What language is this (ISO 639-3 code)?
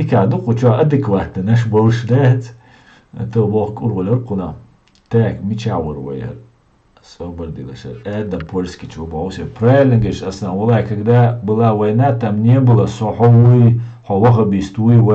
che